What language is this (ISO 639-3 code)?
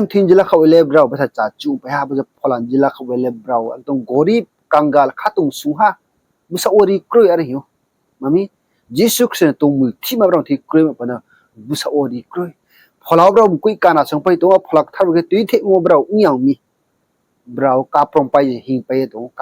ria